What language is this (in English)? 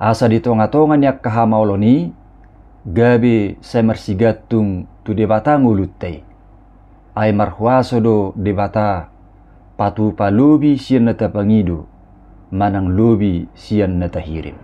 Batak Toba